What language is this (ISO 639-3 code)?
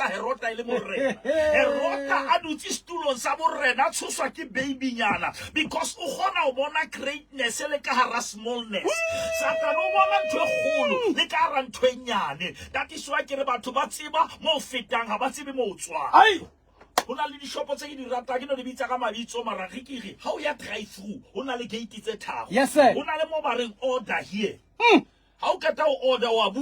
sot